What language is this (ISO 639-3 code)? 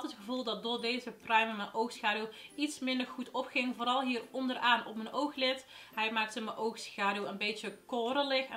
nld